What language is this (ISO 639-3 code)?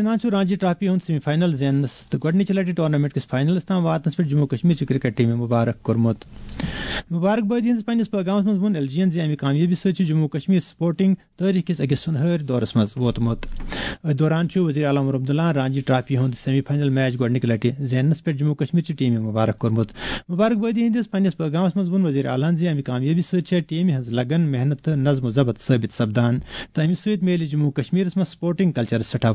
kas